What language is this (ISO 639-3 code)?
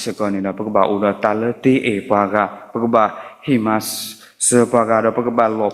ksw